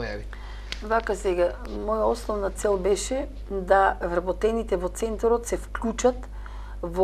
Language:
Macedonian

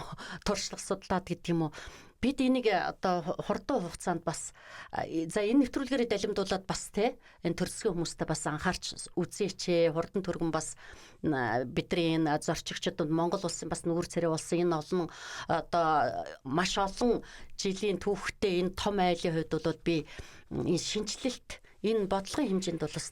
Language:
Mongolian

